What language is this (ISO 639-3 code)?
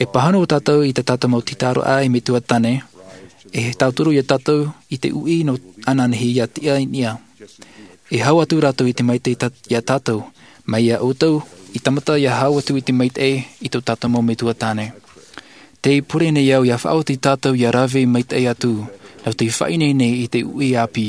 tah